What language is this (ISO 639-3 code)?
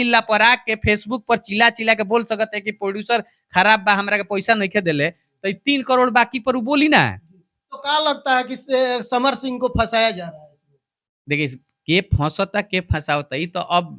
bho